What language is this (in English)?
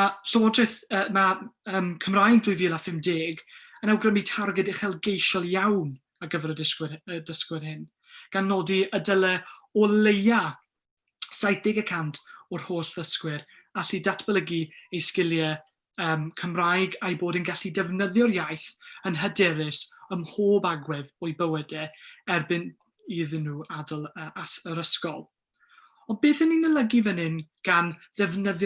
Welsh